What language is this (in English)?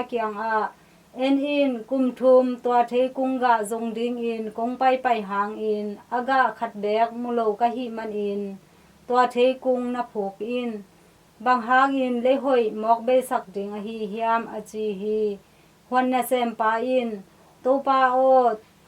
Tedim Chin